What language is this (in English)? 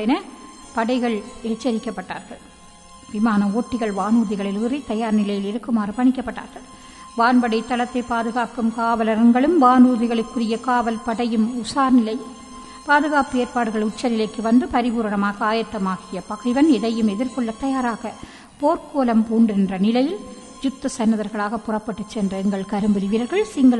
Tamil